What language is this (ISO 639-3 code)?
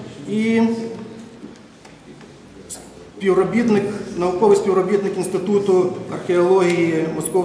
ukr